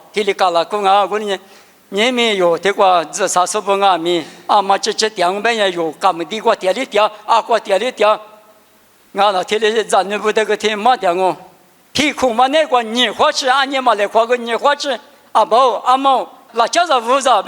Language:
Lisu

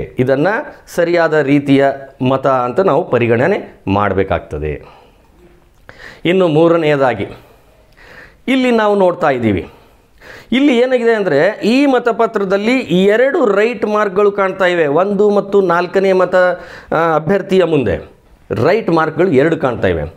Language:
Kannada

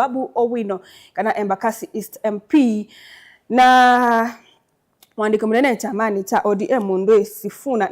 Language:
Kamba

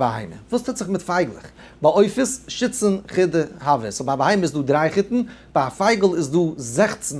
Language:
Yiddish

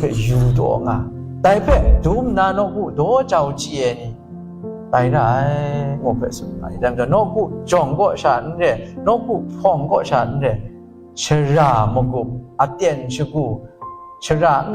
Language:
Kachin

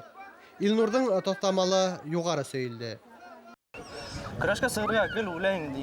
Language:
Bashkir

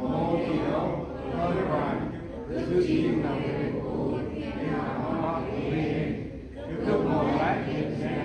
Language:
Central Mnong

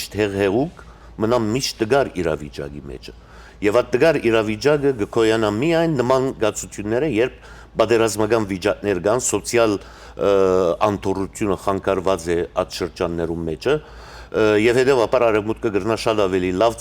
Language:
Western Armenian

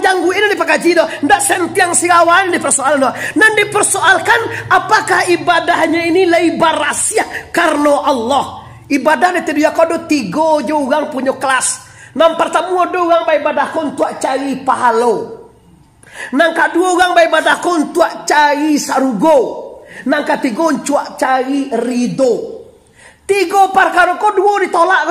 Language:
Minangkabau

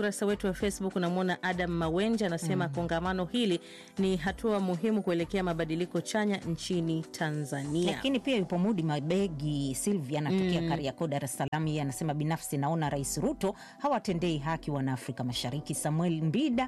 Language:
Swahili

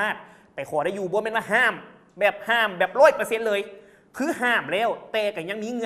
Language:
Lao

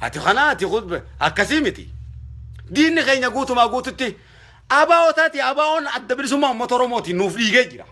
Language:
Oromo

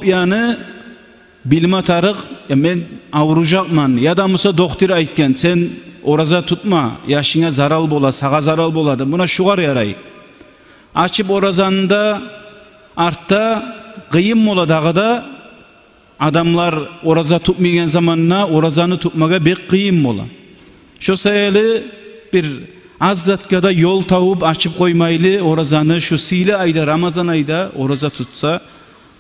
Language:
Kumyk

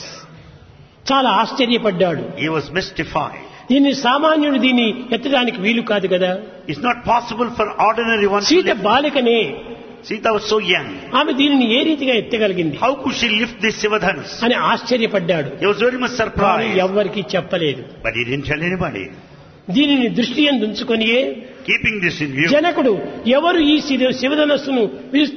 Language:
Telugu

